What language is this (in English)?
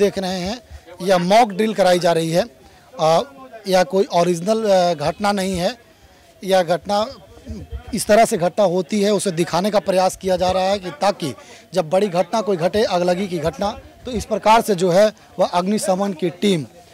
Hindi